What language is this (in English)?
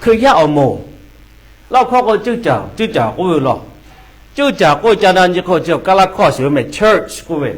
Lahu